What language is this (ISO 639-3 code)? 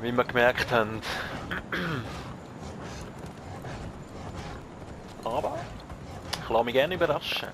gsw